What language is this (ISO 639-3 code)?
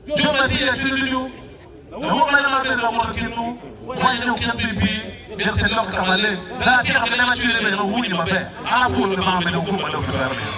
ach